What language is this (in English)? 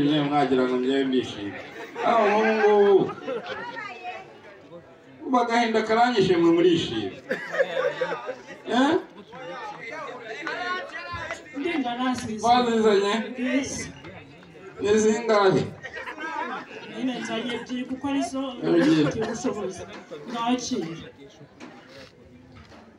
Kinyarwanda